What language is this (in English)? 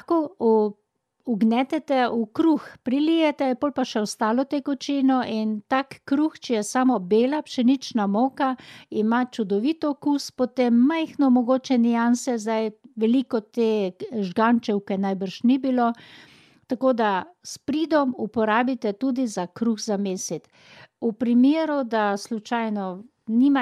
Slovenian